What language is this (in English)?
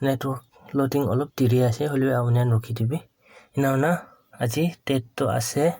Naga Pidgin